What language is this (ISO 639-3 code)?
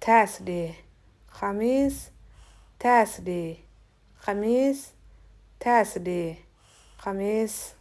som